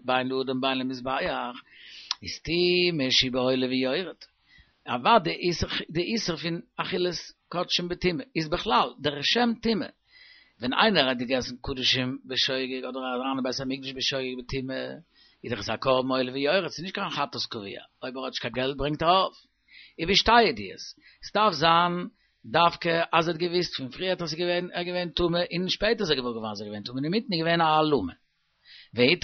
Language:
Yiddish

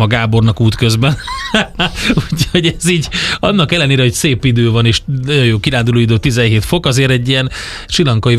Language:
Hungarian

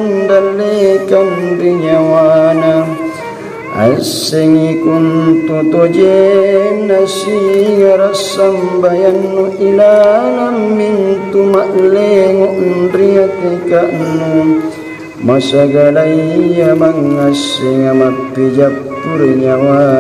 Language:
Makasar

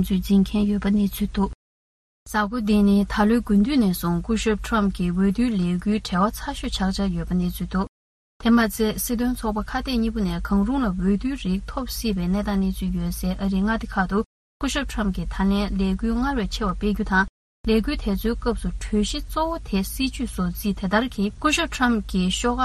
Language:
Tibetan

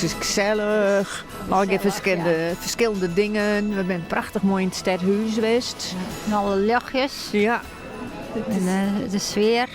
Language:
Western Frisian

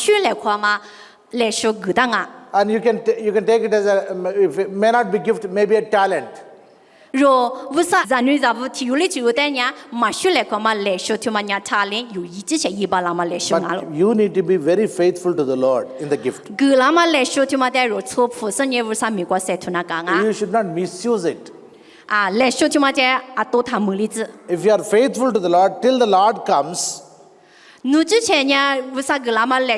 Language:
Lisu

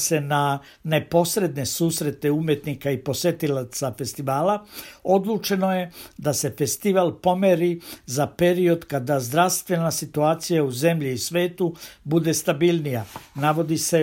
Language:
Serbian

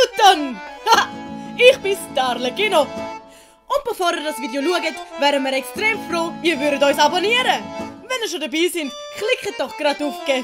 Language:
Swiss German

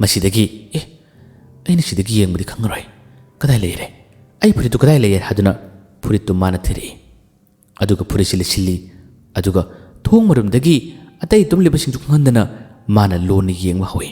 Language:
Manipuri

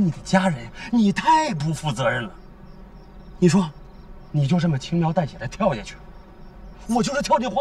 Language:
Chinese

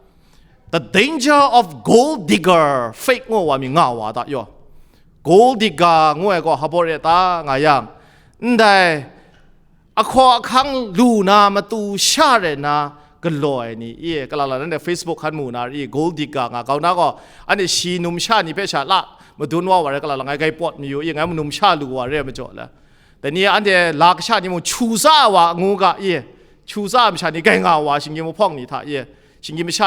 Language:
Kachin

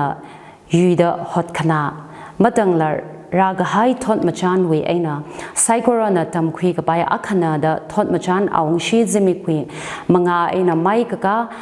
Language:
Tangkhul Naga (India)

